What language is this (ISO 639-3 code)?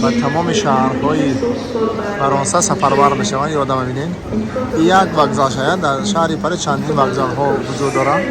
tgk